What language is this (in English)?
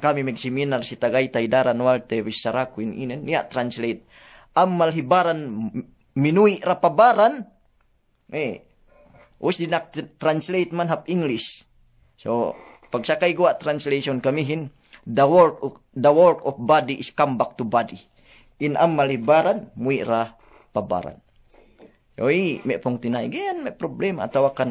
Yakan